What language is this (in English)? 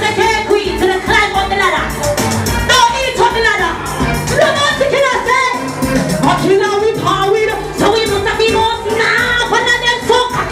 Jamaican Creole English